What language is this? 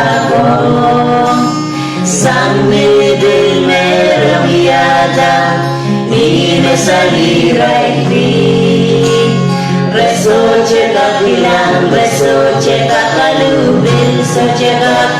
Pohnpeian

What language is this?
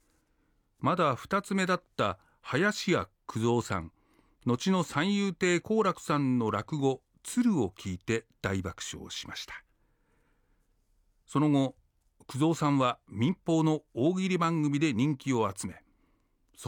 Japanese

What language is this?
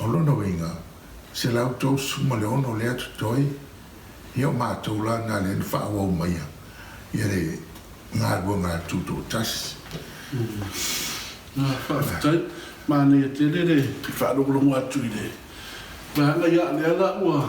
Samoan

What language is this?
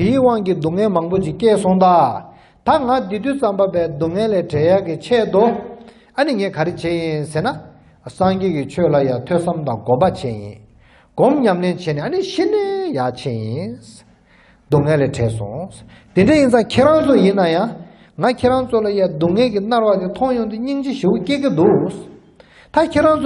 Tibetan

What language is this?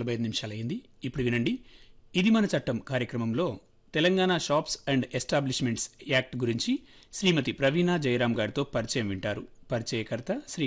Telugu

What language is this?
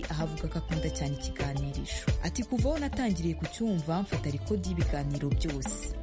Kinyarwanda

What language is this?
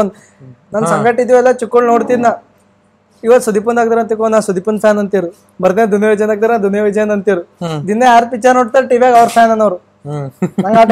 Kannada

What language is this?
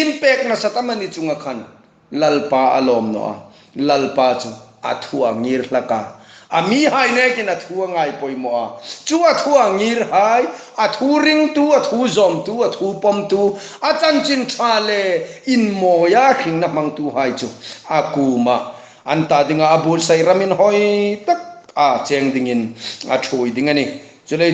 Hmar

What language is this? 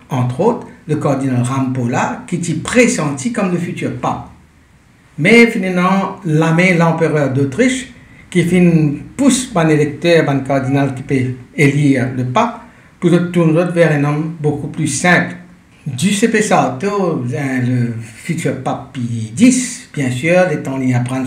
Morisyen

